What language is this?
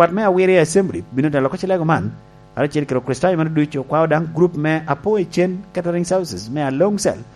Lango (Uganda)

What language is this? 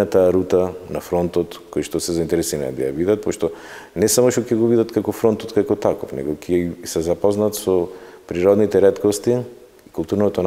Macedonian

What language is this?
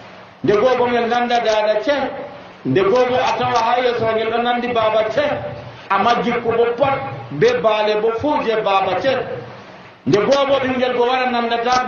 Nigerian Fulfulde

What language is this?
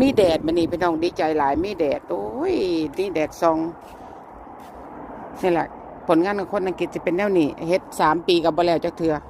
Lao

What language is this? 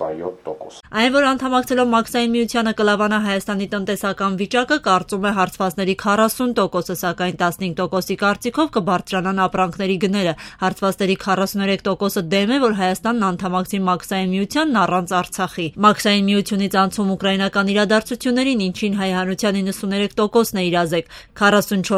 Armenian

